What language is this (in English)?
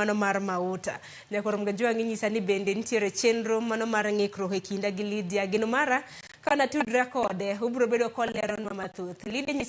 Luo (Kenya and Tanzania)